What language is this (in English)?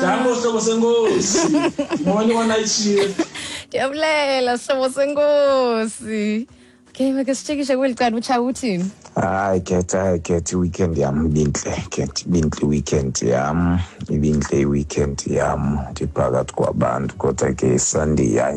Xhosa